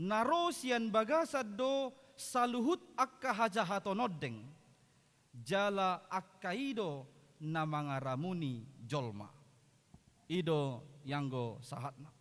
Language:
Batak Toba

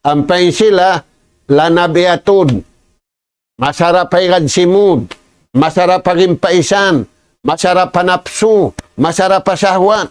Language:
Tausug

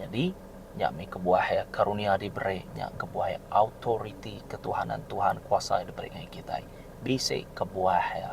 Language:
Iban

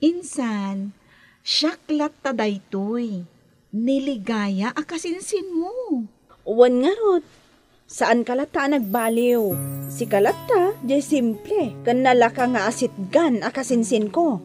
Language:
Iloko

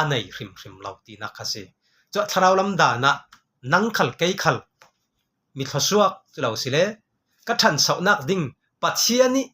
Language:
Falam Chin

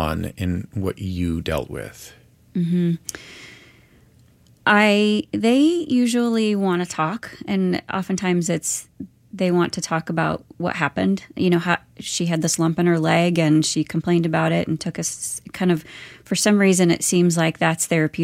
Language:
English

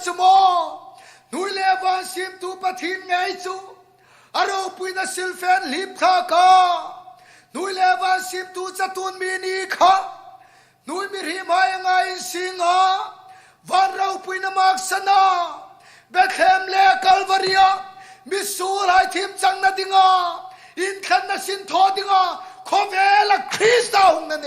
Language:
Hmar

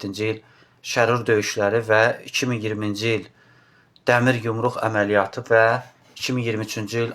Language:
Azerbaijani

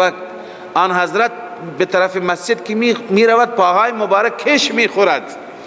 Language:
Persian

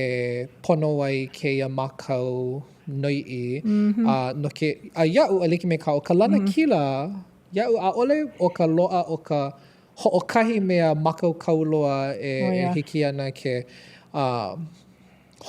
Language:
Hawaiian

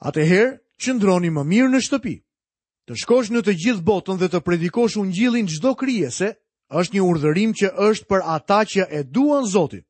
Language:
Albanian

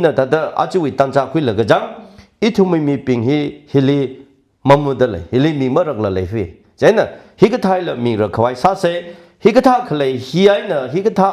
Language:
Tangkhul Naga (India)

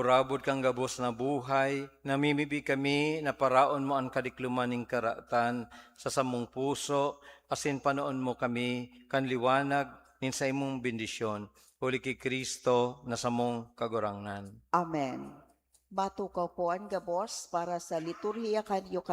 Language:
Bikol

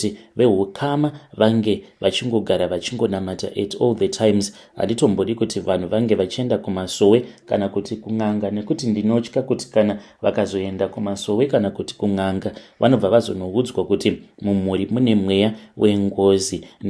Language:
Shona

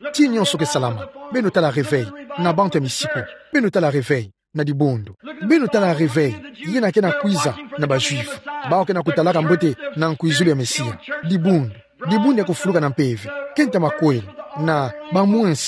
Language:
Kituba (Democratic Republic of Congo)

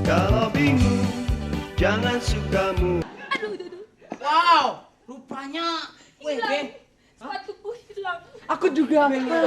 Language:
Betawi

